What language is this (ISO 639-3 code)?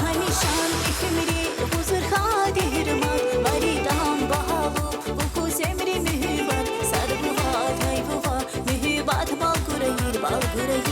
tab